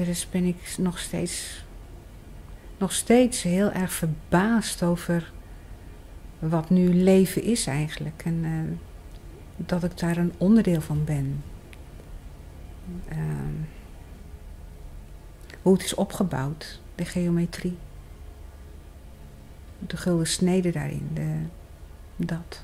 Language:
Dutch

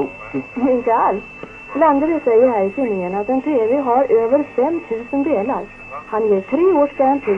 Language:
Swedish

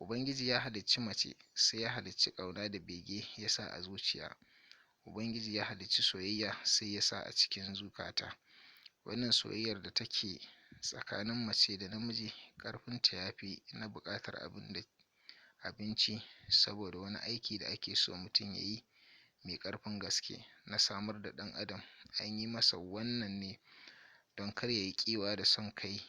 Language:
Hausa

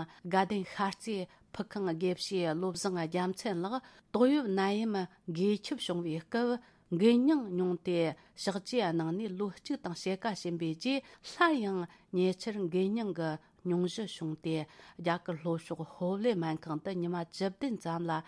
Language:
Tibetan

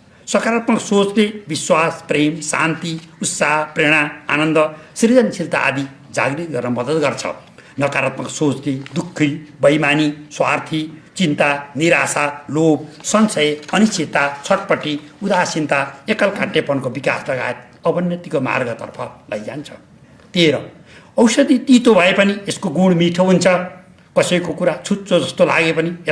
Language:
Nepali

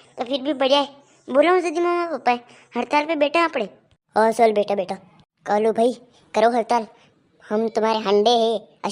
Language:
Rajasthani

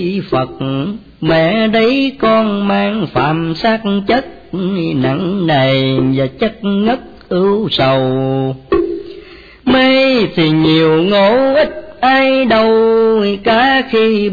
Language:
Vietnamese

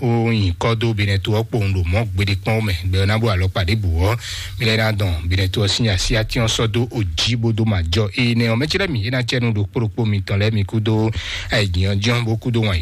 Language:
Fon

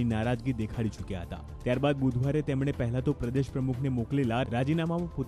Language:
Gujarati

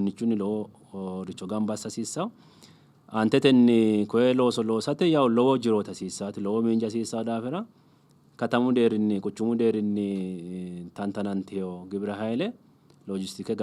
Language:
Sidamo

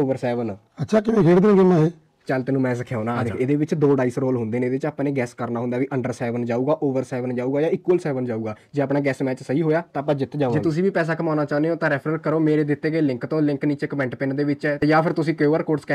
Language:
Punjabi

